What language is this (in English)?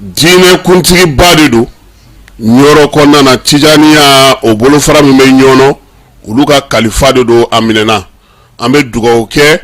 Bambara